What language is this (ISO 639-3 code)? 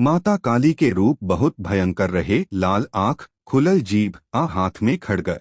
bho